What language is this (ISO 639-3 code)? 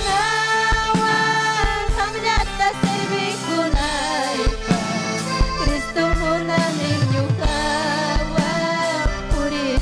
quy